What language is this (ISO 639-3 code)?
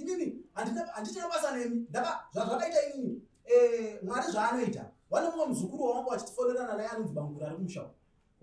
sna